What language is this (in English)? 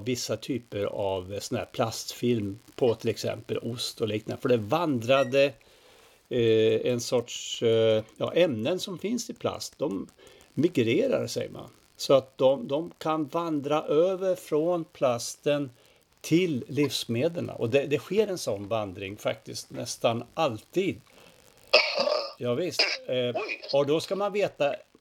Swedish